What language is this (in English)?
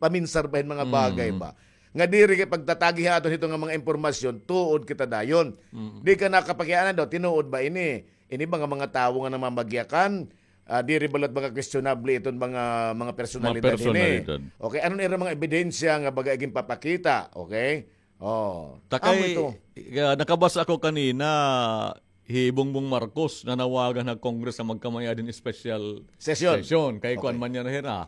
Waray